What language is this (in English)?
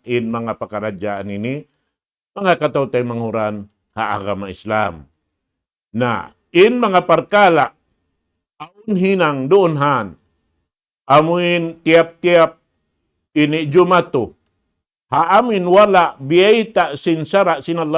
Tausug